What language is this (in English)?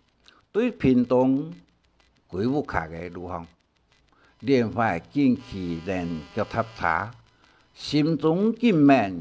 Hakka Chinese